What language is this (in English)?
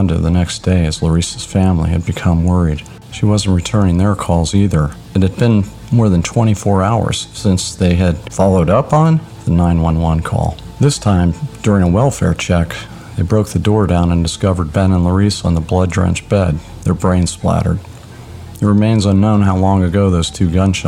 English